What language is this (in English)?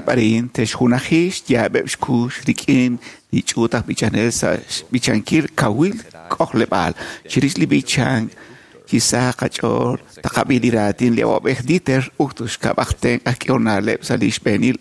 Kekchí